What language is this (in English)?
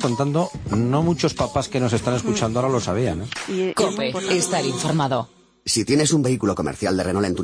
Spanish